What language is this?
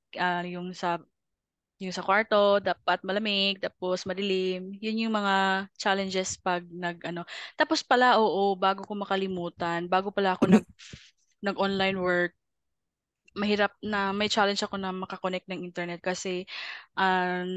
Filipino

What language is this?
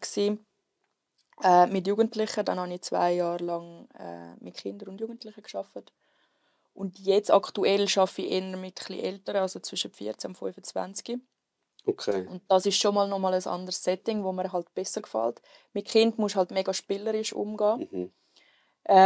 Swiss German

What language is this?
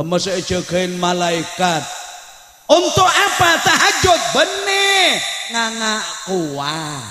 Madurese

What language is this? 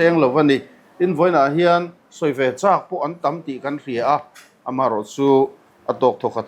Mizo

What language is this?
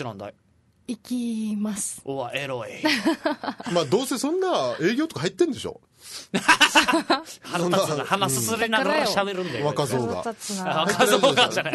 Japanese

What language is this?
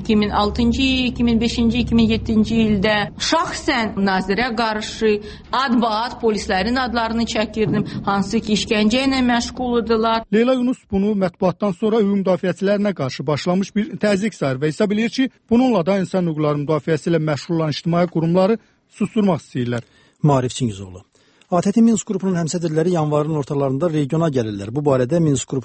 Azerbaijani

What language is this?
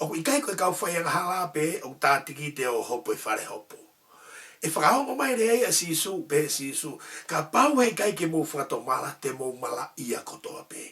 Tongan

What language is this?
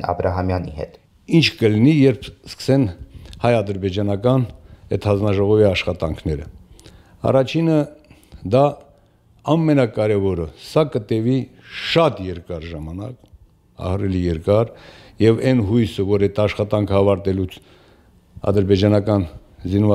Armenian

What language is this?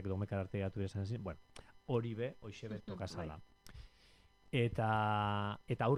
Basque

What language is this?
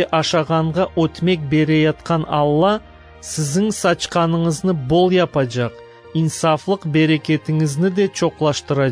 Crimean Tatar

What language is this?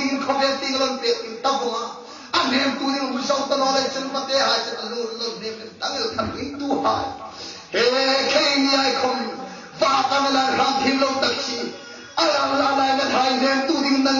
Hmar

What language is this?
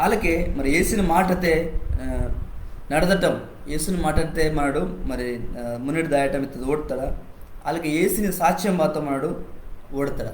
Koya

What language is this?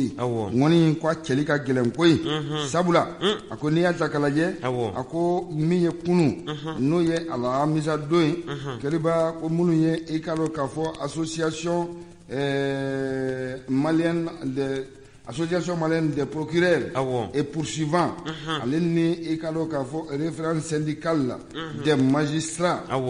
Bambara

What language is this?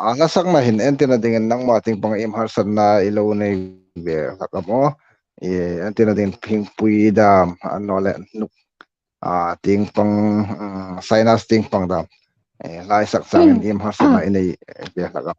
Hmar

